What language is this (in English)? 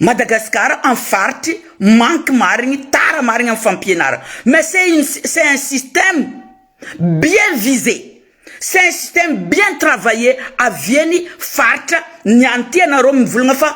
Malagasy